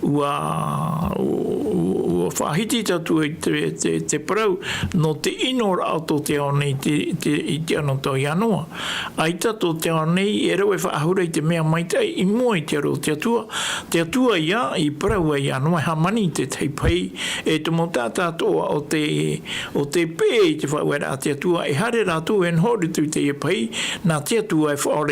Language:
Tahitian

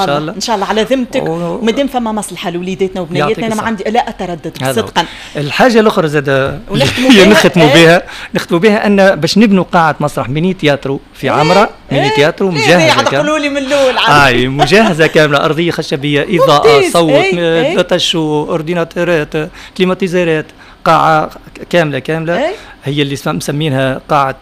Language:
Tunisian Arabic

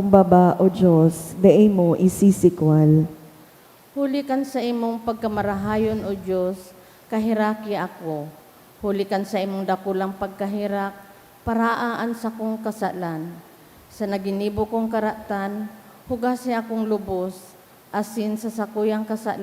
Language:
Bikol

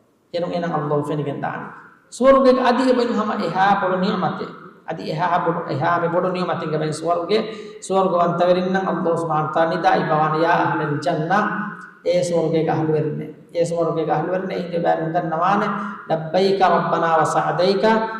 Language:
Divehi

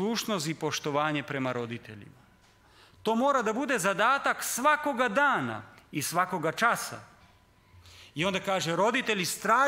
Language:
Serbian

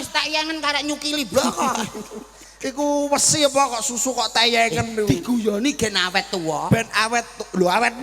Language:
Javanese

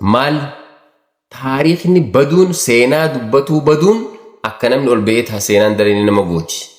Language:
Oromo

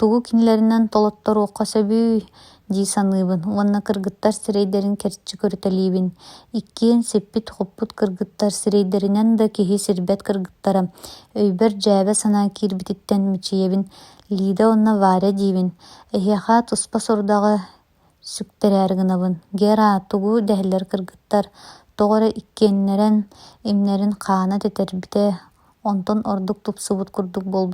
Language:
Yakut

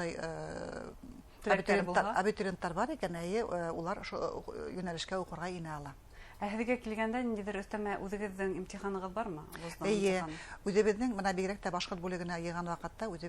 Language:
Bashkir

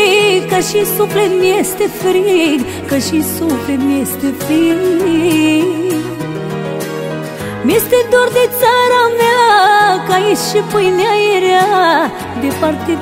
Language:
Romanian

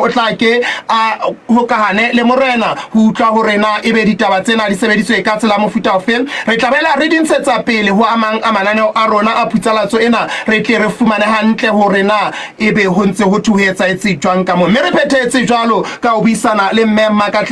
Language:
Southern Sotho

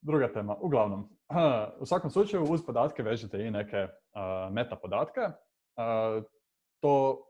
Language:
Croatian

